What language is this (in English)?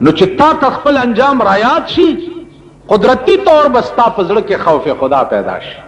Pashto